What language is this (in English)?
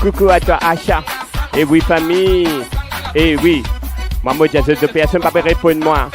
Morisyen